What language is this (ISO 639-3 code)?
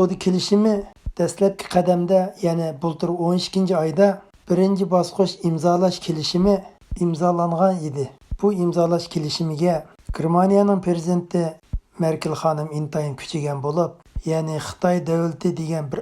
uig